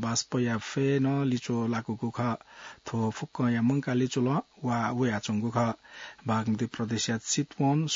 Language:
Newari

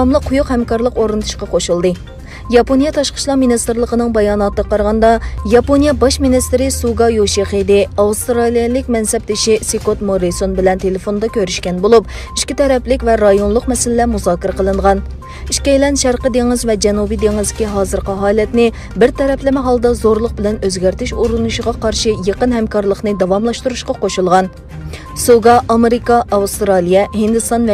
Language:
Uyghur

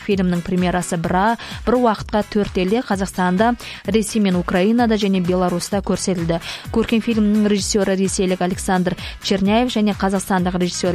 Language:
Kazakh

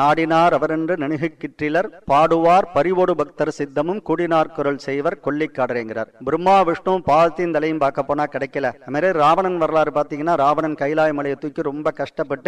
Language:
Tamil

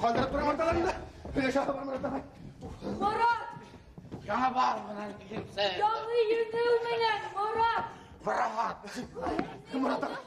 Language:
Bashkir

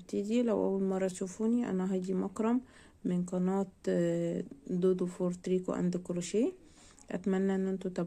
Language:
Egyptian Arabic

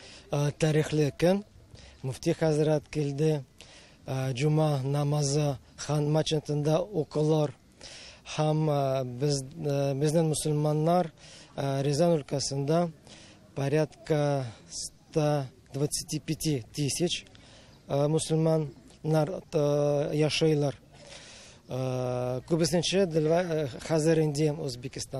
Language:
Tatar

